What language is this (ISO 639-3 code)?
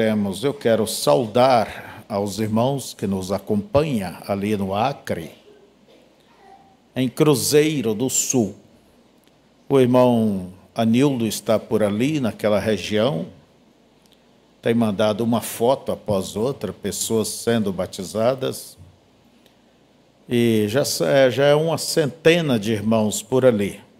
por